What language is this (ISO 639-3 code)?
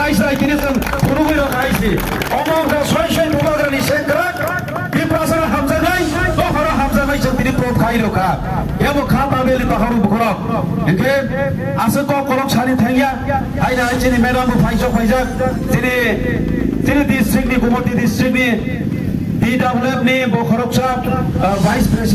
trp